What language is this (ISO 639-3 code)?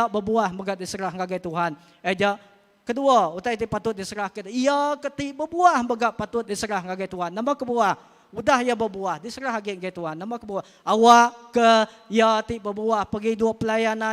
iba